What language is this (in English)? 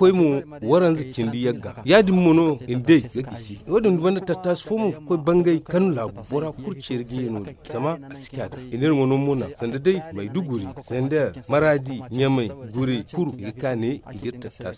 Zarma